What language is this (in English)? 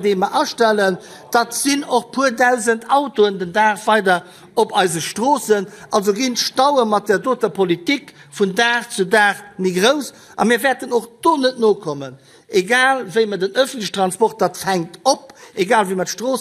Luxembourgish